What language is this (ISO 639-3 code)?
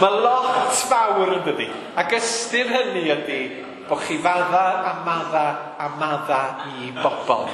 cym